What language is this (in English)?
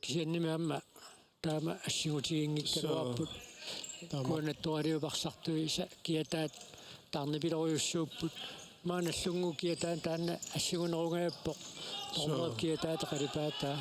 Kalaallisut